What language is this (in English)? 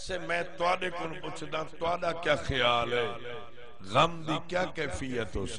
Saraiki